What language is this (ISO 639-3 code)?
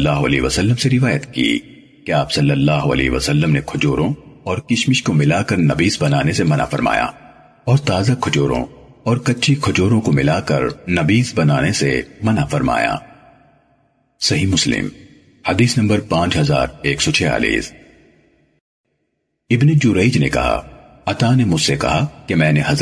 urd